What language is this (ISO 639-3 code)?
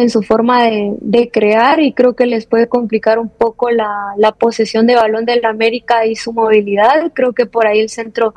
spa